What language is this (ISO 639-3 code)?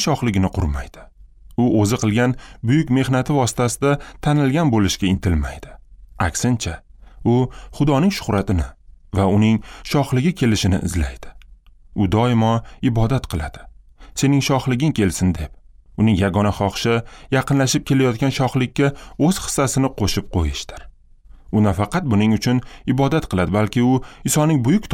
uzb